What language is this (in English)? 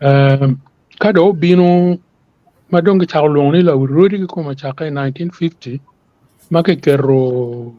Acoli